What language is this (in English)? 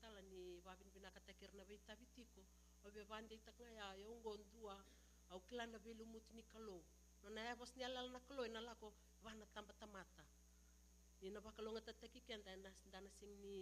Fijian